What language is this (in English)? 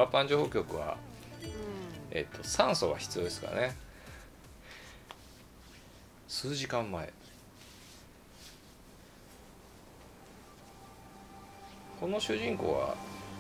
Japanese